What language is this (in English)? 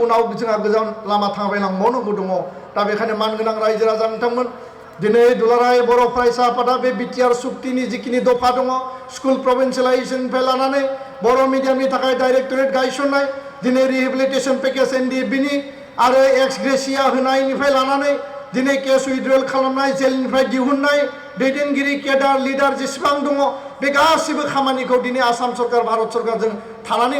Bodo